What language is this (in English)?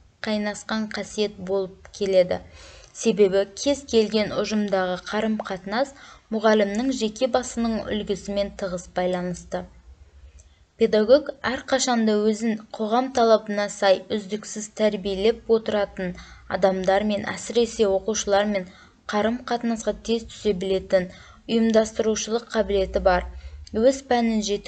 Kazakh